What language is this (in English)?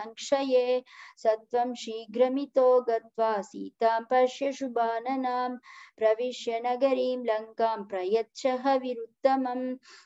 Sanskrit